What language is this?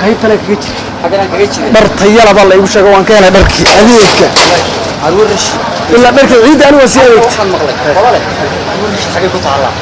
Somali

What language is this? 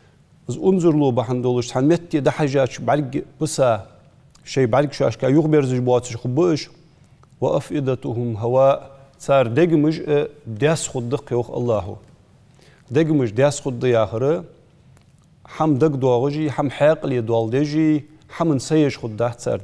Ingush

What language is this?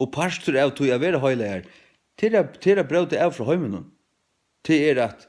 Faroese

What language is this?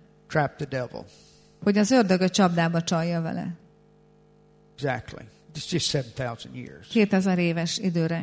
Hungarian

